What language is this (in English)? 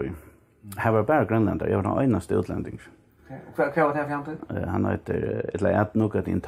Faroese